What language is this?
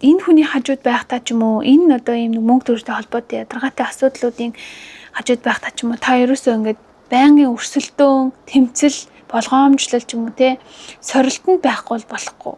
Mongolian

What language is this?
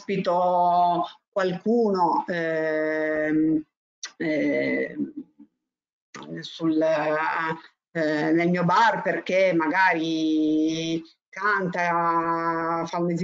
Italian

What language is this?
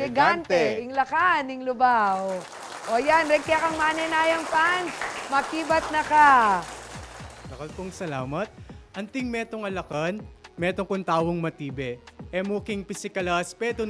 Pampanga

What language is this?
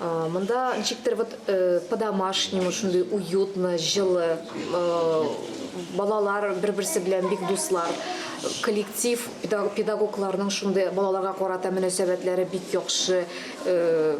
Tatar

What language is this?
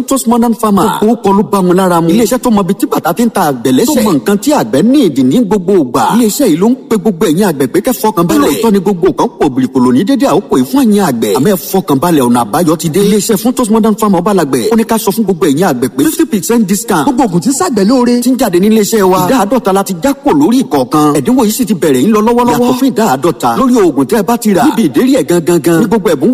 Yoruba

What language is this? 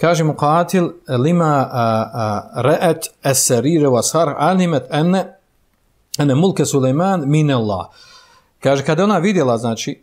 Bosnian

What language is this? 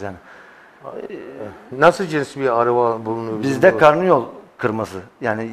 Turkish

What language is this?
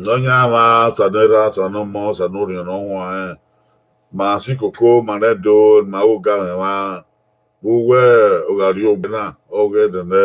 Bini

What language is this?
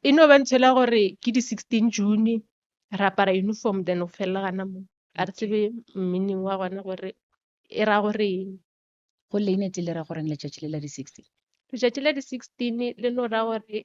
Northern Sotho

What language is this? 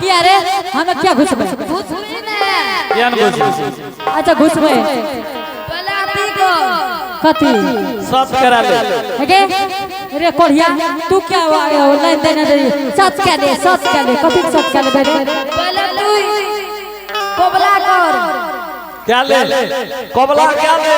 Angika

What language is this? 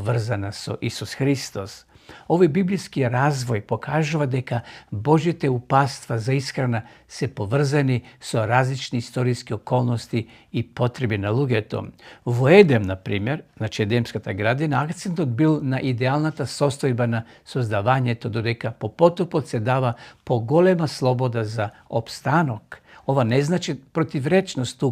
Macedonian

